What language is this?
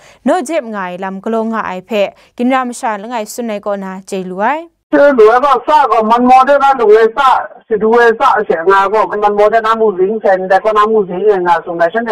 Kachin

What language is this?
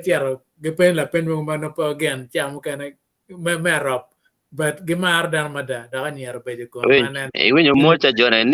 Acoli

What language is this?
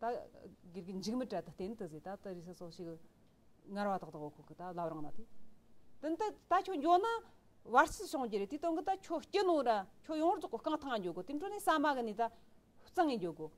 Tibetan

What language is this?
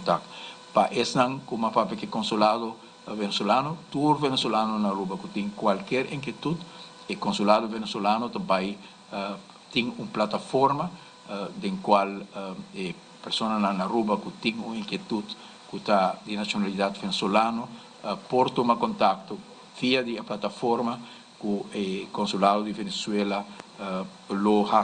Papiamento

